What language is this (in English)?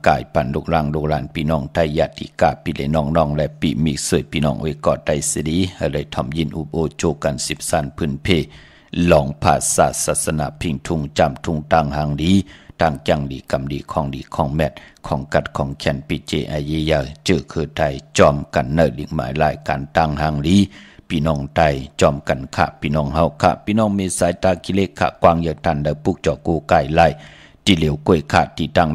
Shan